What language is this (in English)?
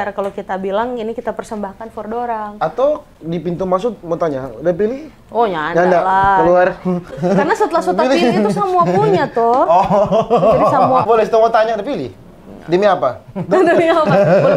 Manado Malay